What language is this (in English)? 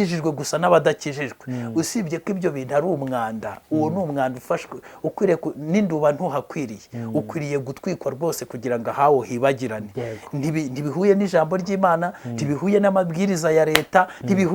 Kinyarwanda